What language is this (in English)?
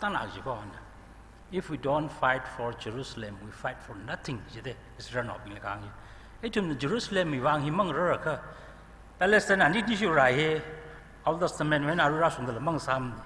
Tangkhul Naga (India)